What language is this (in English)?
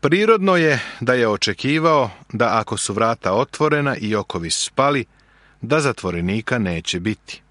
Serbian